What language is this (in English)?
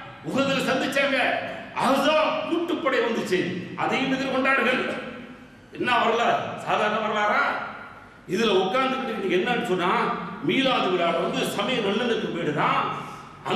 Tamil